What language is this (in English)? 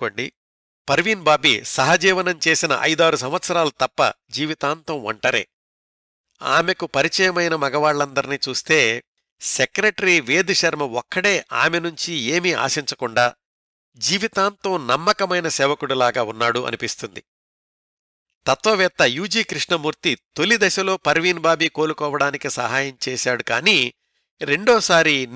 Telugu